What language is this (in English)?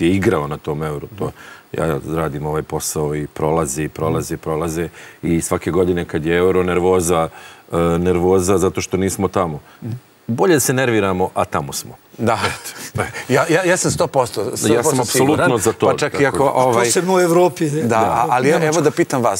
Serbian